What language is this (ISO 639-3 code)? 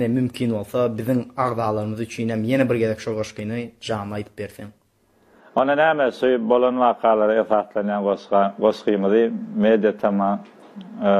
tuk